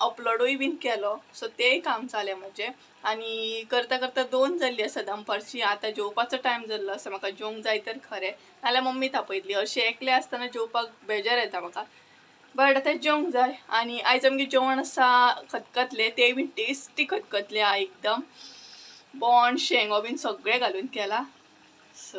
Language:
Konkani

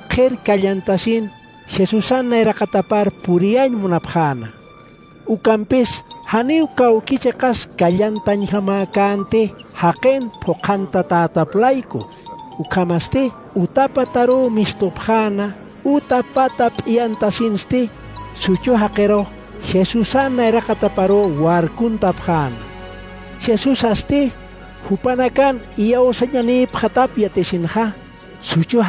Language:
Aymara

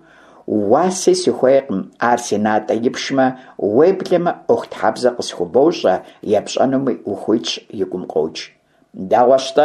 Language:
Kabardian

